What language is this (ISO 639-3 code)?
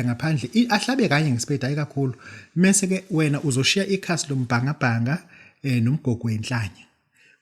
zul